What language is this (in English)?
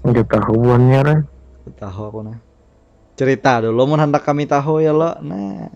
Banjar